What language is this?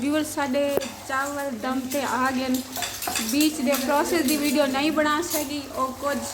Saraiki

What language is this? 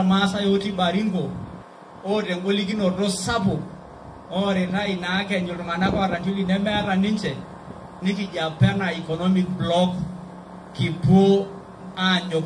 Masai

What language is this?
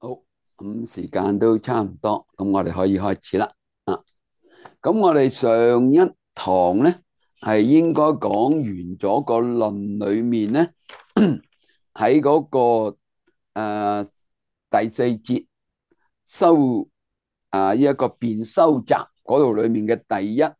Cantonese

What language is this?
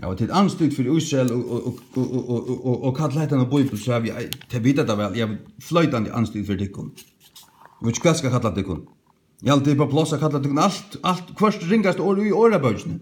Faroese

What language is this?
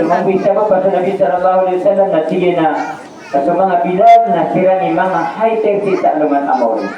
Maranao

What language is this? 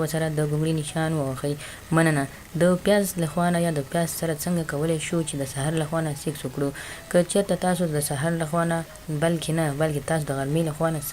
Pashto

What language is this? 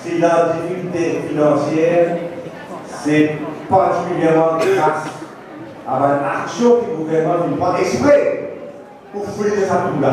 Morisyen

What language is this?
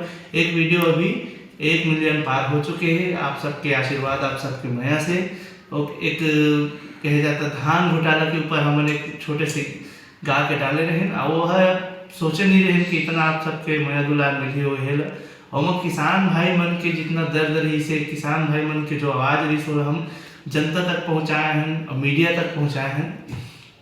Chhattisgarhi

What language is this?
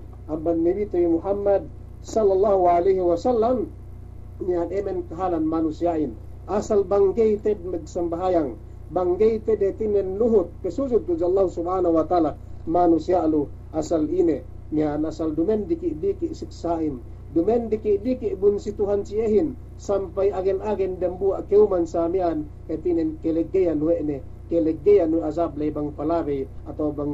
Yakan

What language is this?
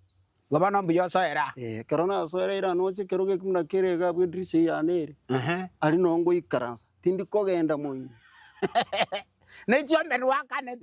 Gusii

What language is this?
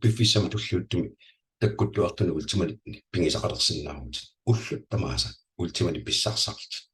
Kalaallisut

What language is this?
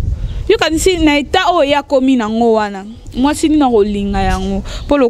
Lingala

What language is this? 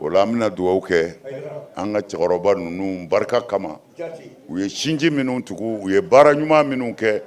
Bambara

